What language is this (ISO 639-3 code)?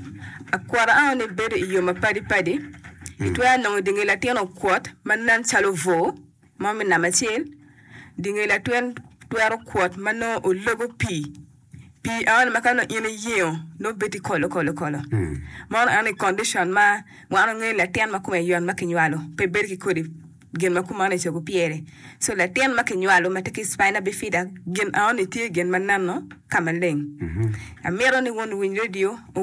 ach